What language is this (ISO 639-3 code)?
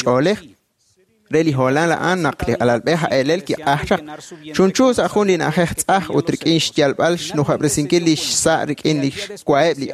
kek